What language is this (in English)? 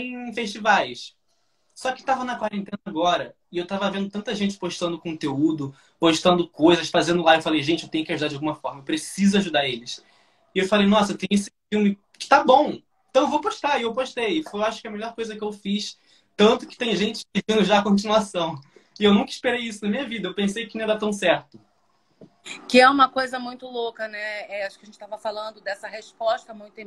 Portuguese